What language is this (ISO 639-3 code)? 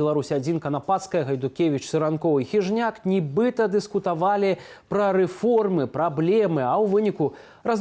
bel